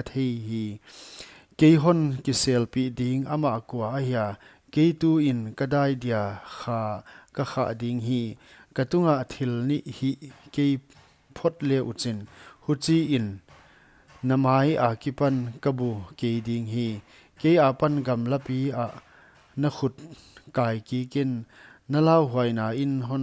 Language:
Paite Chin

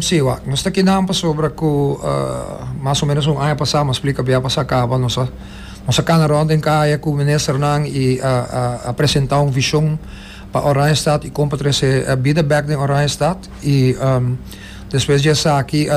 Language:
Papiamento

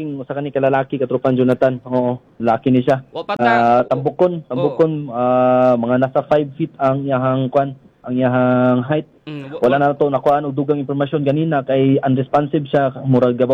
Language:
Cebuano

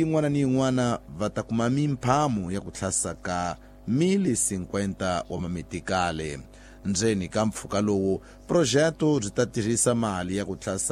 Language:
Tsonga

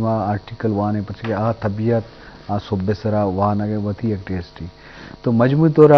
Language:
Eastern Balochi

